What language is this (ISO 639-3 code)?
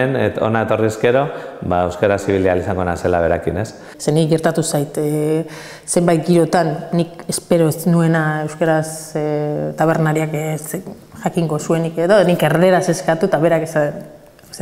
eus